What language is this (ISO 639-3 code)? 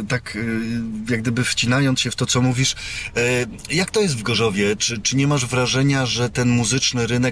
pol